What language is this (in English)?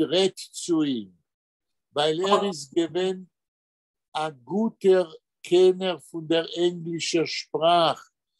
Yiddish